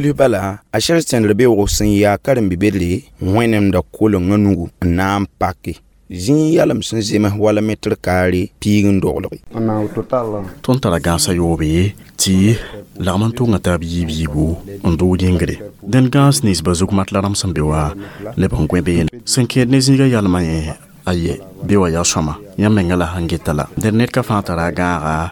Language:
Mossi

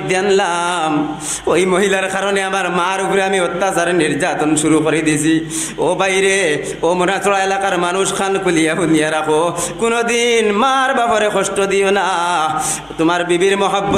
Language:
Sylheti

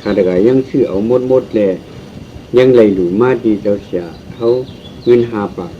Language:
Shan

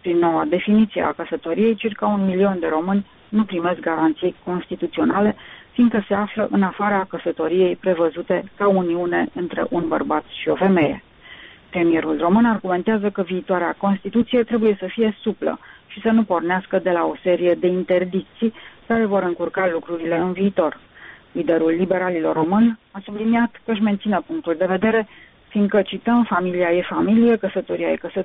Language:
Romanian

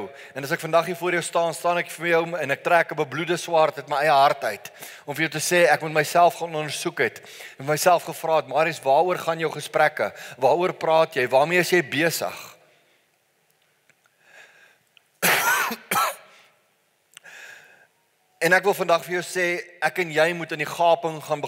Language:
Afrikaans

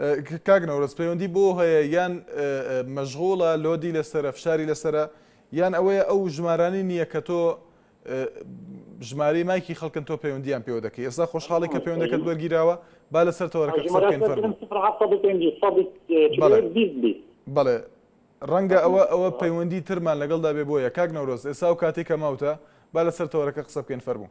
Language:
Central Kurdish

